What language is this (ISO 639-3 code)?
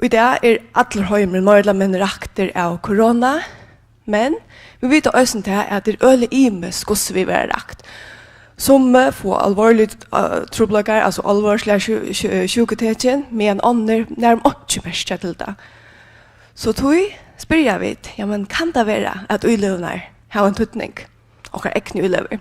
fao